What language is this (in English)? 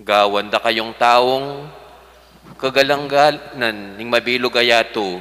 Pampanga